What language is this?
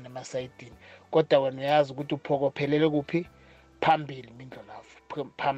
South Ndebele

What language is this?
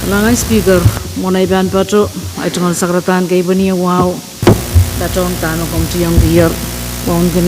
Pohnpeian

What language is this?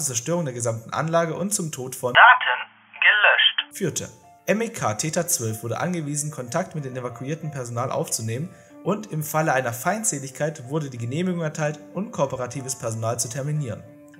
German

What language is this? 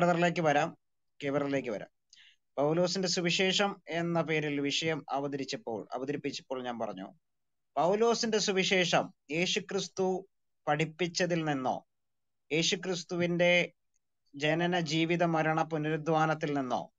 Malayalam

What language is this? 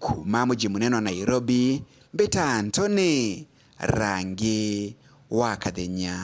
Meru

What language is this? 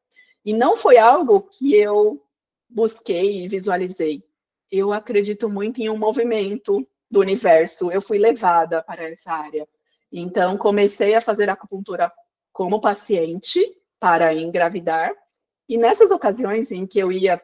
Portuguese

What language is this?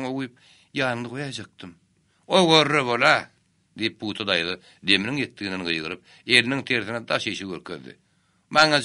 Turkmen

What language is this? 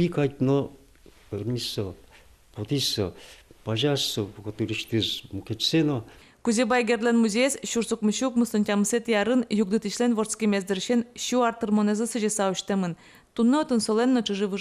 Udmurt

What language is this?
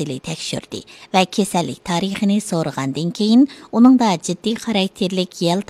Uyghur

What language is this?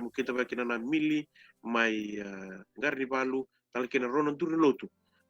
Fijian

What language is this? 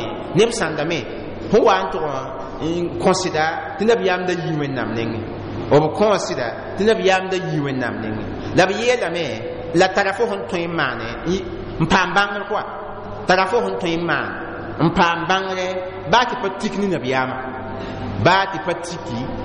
Mossi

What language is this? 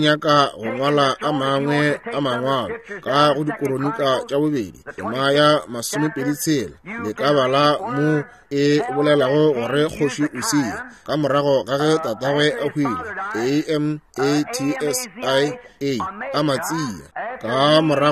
Northern Sotho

